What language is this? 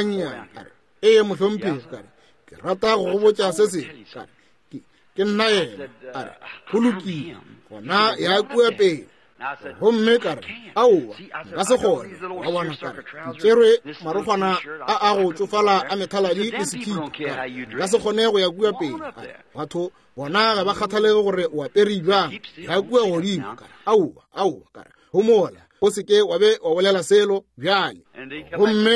Northern Sotho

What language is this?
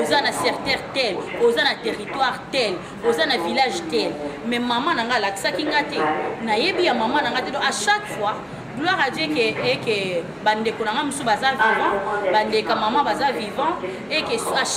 Lingala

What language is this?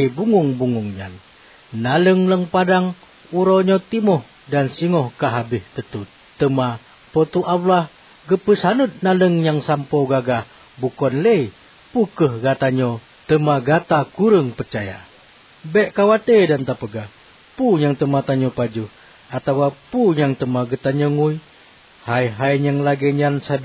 Achinese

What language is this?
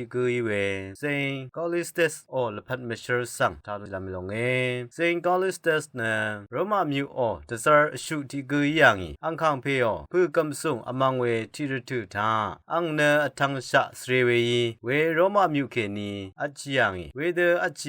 Rawang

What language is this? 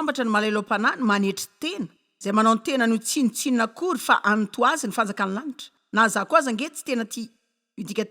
Malagasy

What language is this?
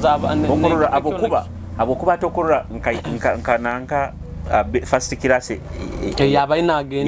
Nyoro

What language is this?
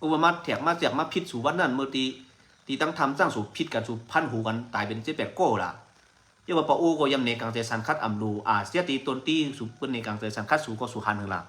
Shan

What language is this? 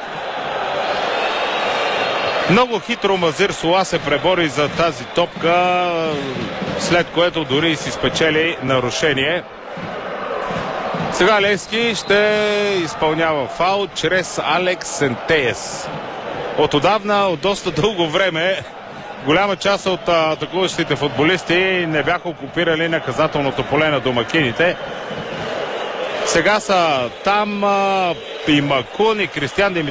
Bulgarian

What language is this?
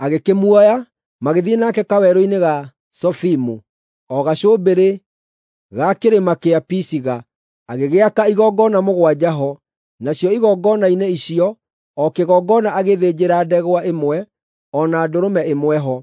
Kikuyu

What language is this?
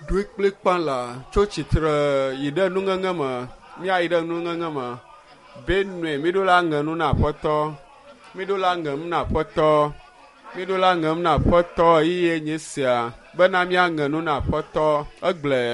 Ewe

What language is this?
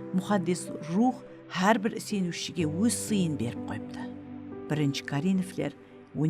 Kara-Kalpak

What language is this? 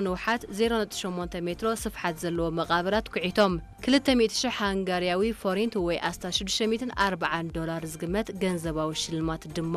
Tigrinya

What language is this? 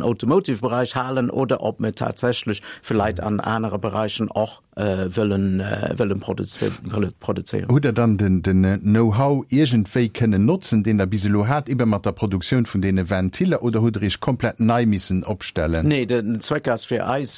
Luxembourgish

